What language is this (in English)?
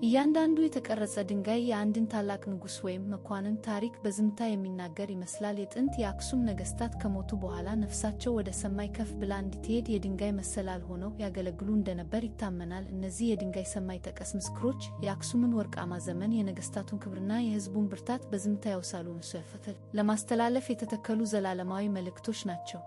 Amharic